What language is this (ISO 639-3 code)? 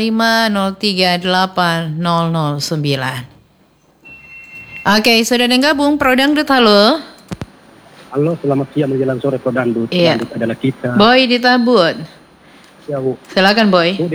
ind